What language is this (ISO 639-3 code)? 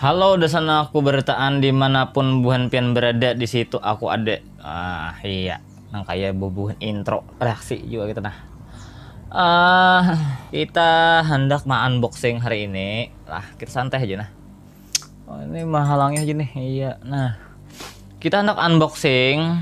bjn